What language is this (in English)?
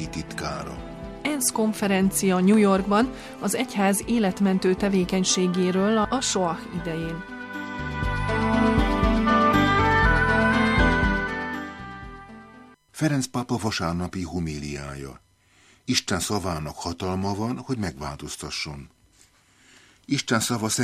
Hungarian